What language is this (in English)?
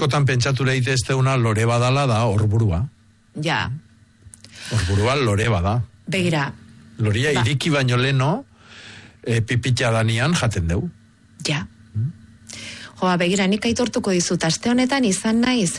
Basque